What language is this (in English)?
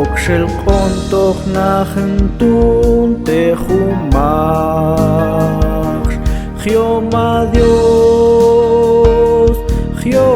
Mam